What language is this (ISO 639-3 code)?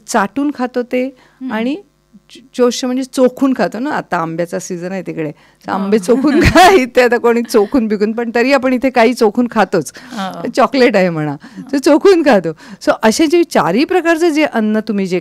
mar